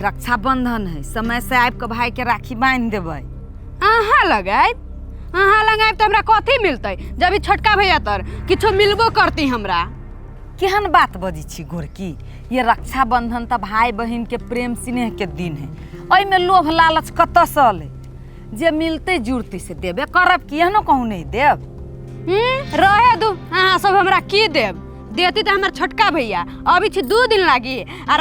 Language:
Maithili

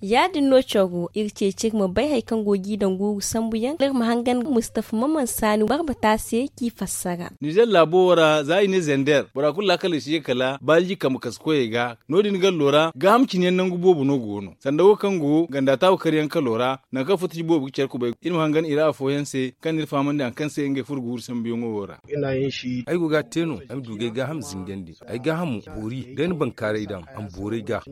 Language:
Zarma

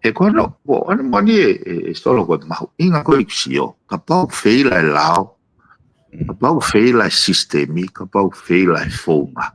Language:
Tongan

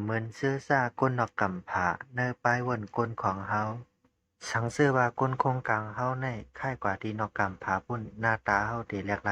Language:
Shan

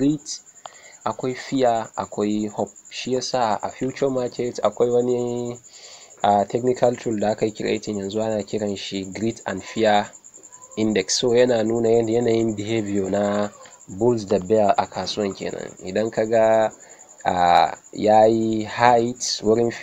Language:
Hausa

